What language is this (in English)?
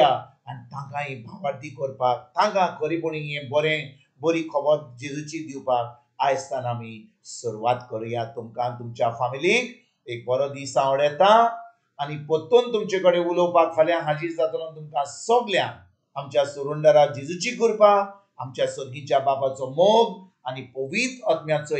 Konkani